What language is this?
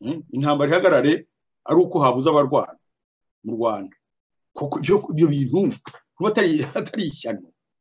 Kinyarwanda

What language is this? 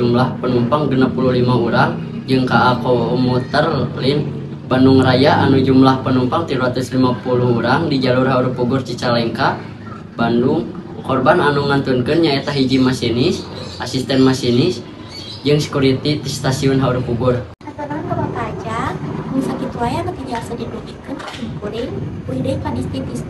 Sundanese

